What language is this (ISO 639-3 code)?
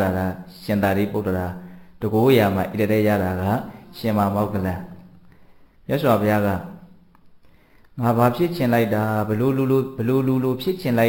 mya